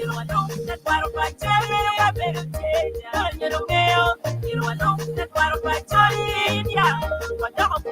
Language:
Acoli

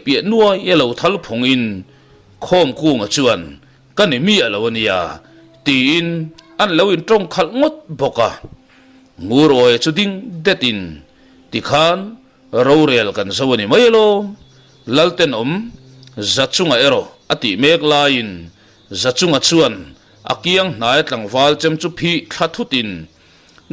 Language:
Mizo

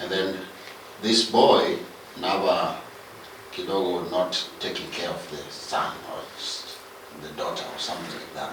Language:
Luyia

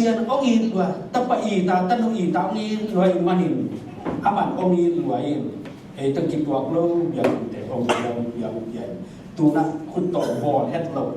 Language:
Tedim Chin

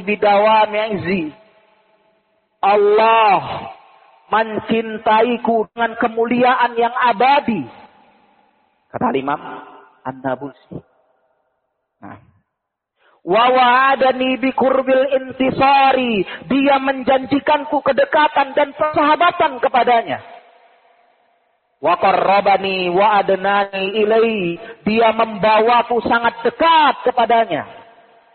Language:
Indonesian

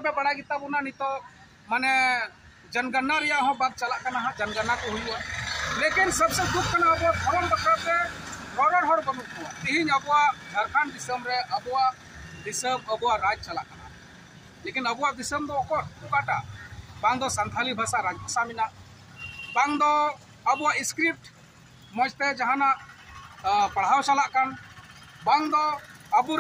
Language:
Santali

